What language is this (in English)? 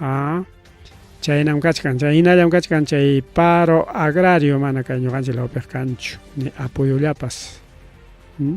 Ayacucho Quechua